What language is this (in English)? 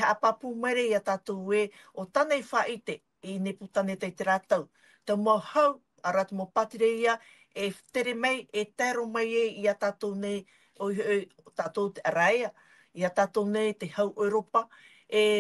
Tahitian